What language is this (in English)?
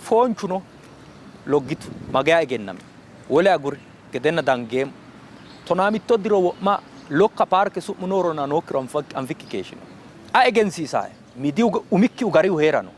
Sidamo